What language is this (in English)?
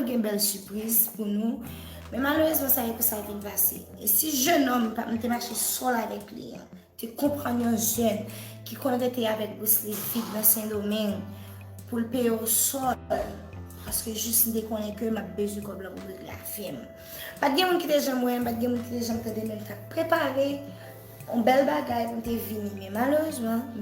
Haitian Creole